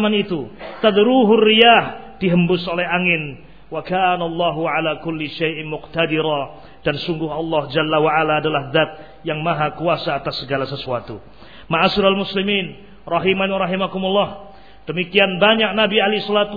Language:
Indonesian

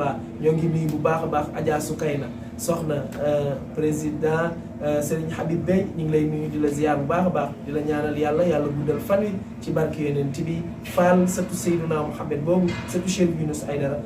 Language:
Wolof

